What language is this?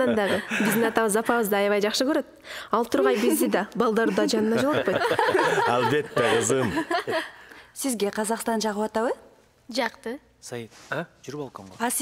Kyrgyz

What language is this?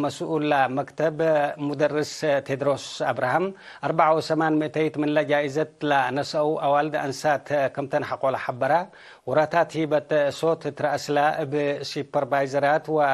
Tigre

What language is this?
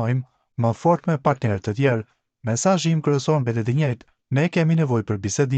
Albanian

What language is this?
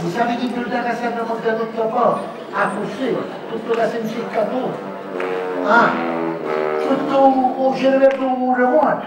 Neapolitan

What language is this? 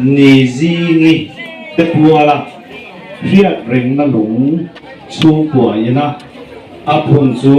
Mizo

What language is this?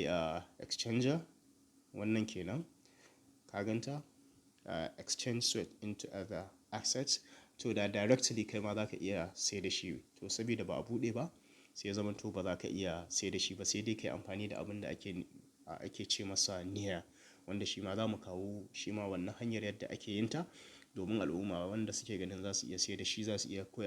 Hausa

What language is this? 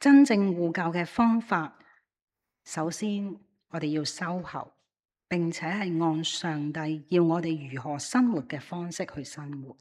Cantonese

